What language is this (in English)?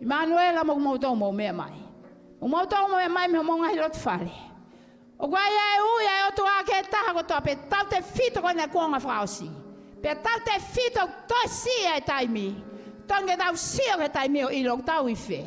Tongan